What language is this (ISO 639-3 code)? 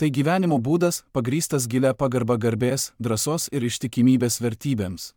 lit